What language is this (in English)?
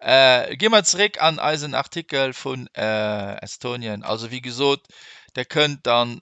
Luxembourgish